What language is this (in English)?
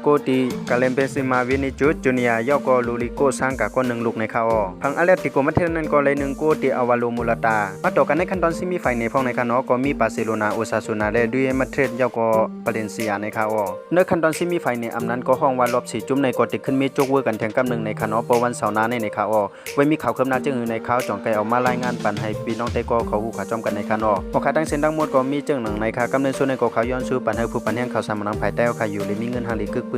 Shan